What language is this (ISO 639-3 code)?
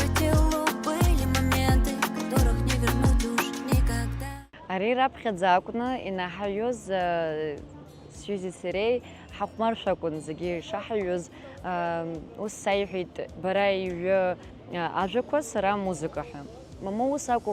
abk